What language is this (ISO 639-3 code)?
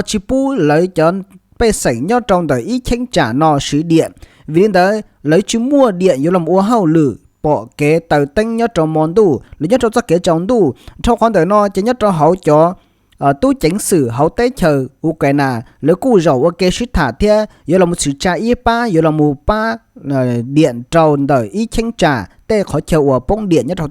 hmn